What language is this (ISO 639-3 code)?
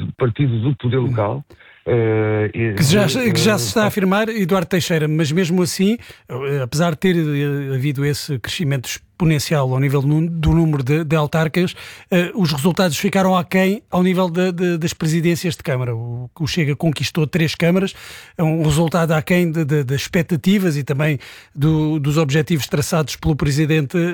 por